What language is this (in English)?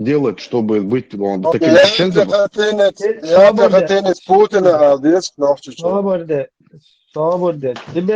Chechen